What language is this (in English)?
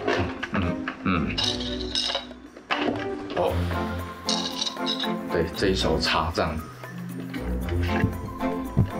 Chinese